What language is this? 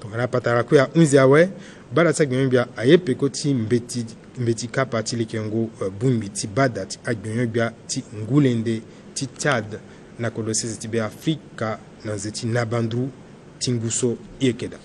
Sango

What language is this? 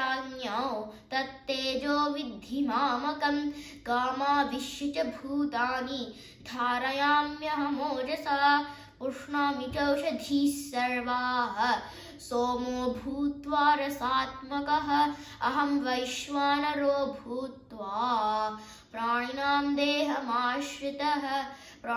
Sanskrit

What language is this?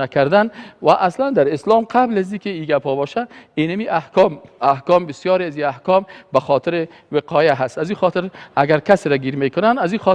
Persian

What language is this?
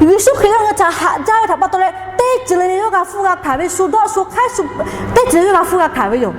Lahu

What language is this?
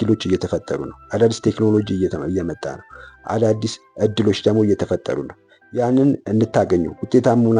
Amharic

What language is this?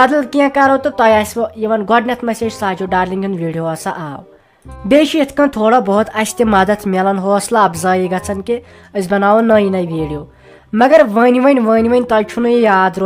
Kashmiri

